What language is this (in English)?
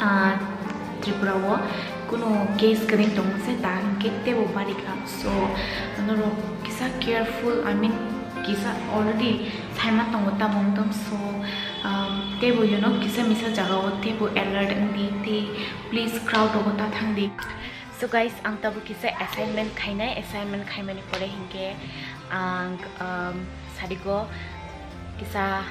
Kok Borok